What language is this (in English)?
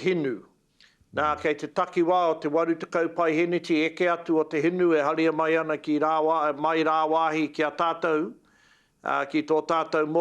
Māori